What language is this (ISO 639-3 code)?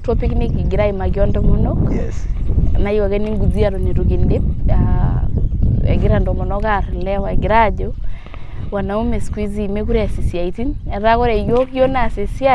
mas